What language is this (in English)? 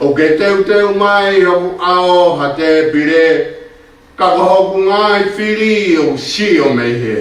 Tongan